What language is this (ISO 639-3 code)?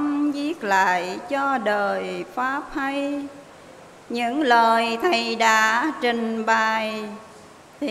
vie